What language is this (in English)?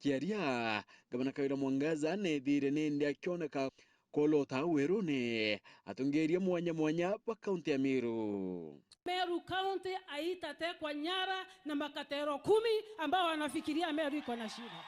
Meru